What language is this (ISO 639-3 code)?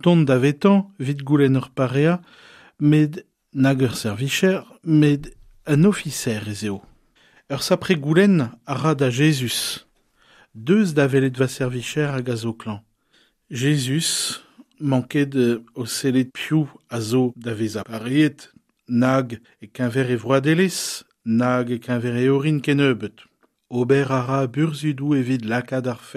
bre